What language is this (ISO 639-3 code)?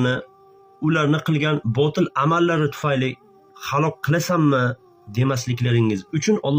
uzb